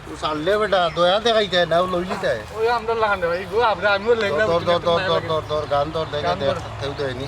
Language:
Sylheti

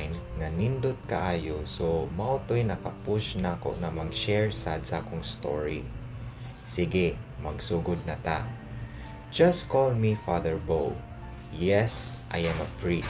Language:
Cebuano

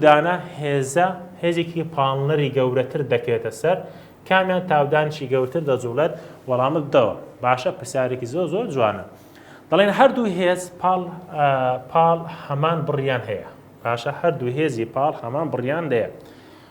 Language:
Central Kurdish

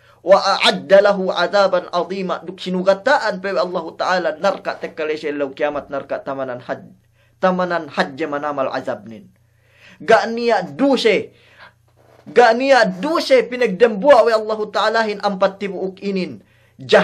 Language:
Yakan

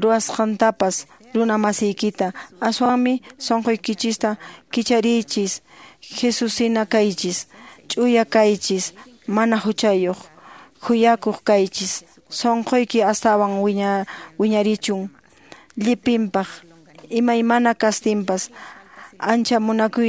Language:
Quechua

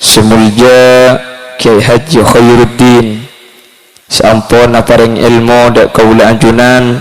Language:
Madurese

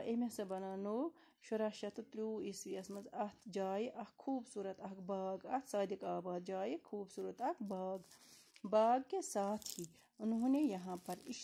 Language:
Kashmiri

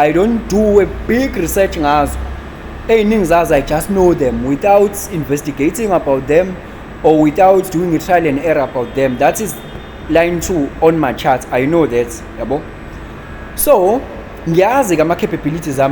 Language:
Zulu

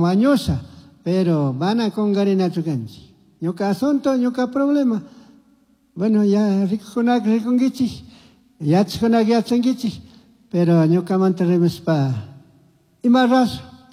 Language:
Chimborazo Highland Quichua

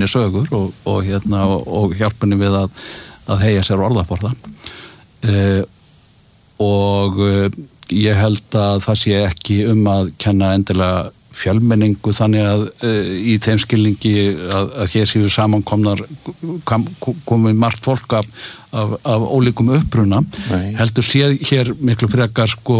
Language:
Icelandic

